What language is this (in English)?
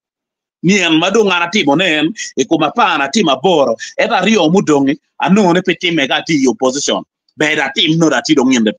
Acoli